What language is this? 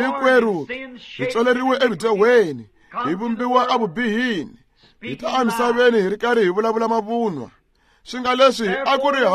Tsonga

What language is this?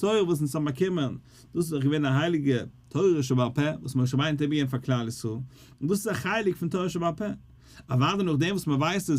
Yiddish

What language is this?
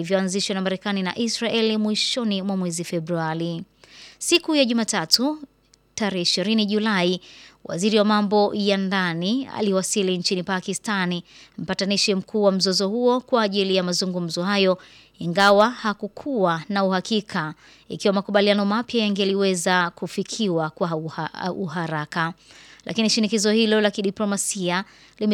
Swahili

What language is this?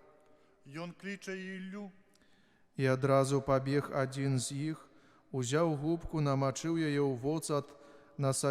Belarusian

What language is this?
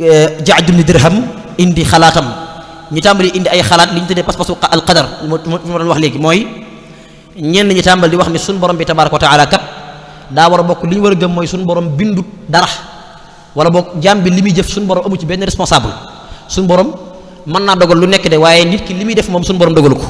Wolof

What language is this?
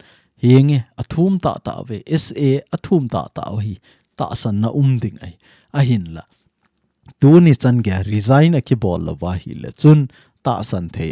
Thado Chin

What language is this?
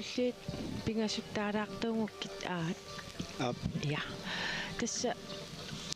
Kalaallisut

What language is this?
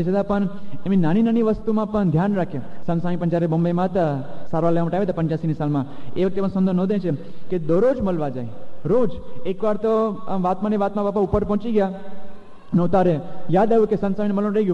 Gujarati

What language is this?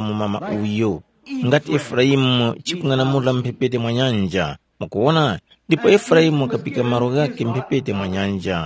Tumbuka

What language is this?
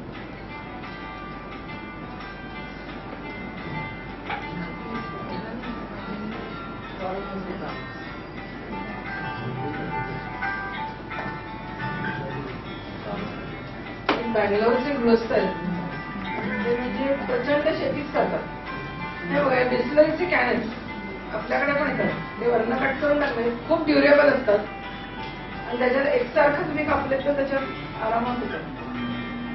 Marathi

